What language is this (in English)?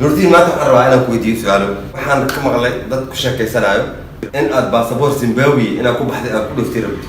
Somali